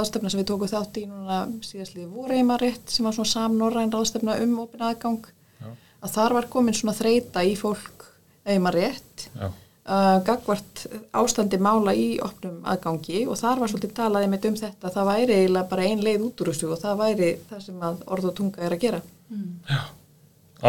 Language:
Icelandic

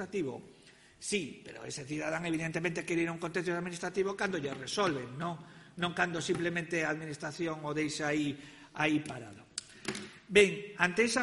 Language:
Galician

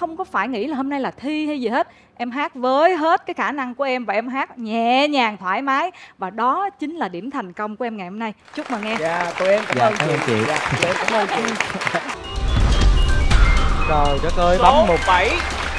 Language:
Vietnamese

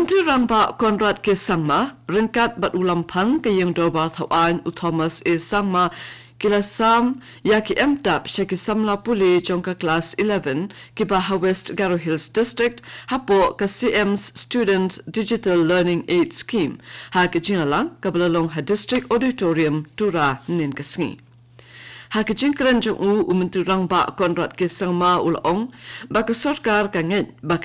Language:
Khasi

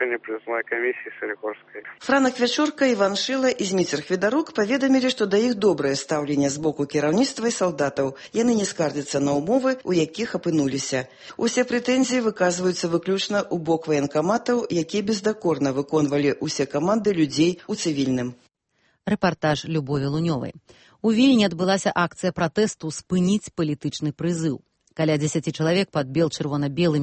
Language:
Belarusian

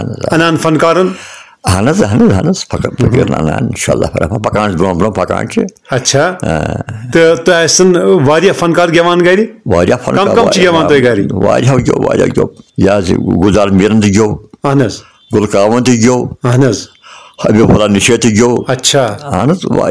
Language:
Kashmiri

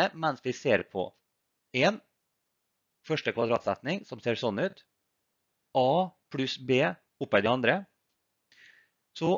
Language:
Norwegian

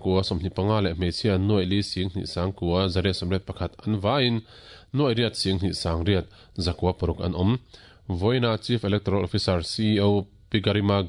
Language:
Mizo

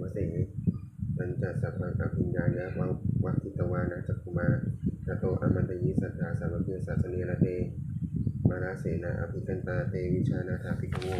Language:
Pali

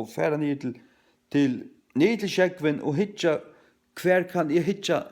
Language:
Faroese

